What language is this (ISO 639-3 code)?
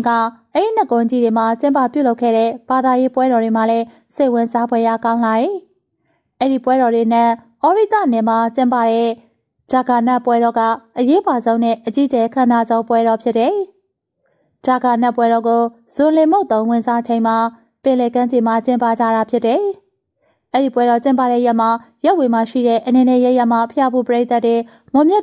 mya